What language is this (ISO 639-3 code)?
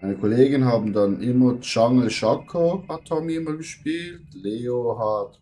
gsw